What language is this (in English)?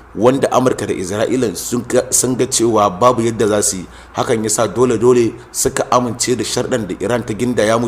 Hausa